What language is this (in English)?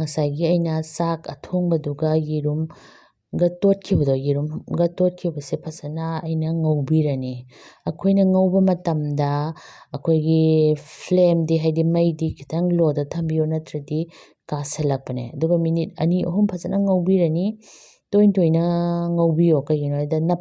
Manipuri